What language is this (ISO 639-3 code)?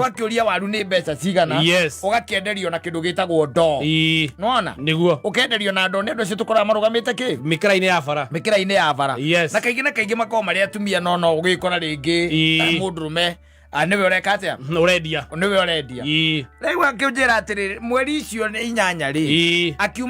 kik